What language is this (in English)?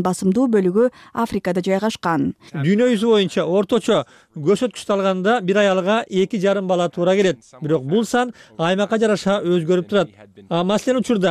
Kyrgyz